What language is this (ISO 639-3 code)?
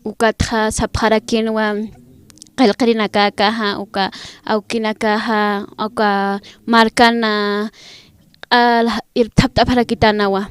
aym